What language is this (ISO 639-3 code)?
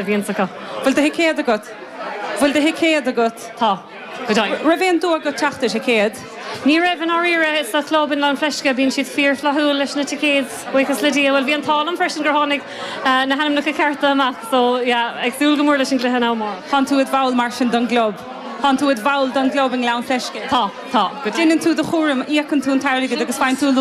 gle